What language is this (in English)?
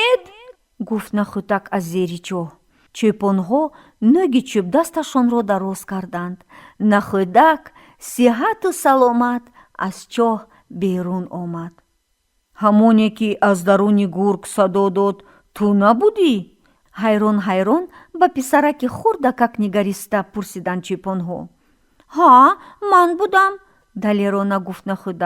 Tajik